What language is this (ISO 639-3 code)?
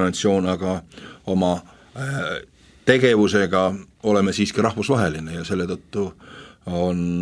est